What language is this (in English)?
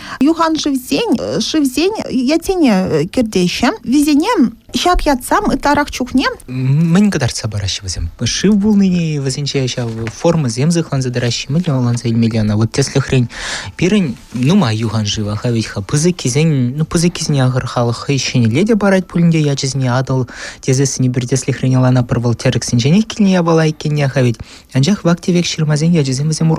Chuvash